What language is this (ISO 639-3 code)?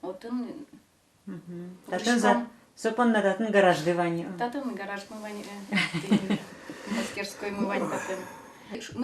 udm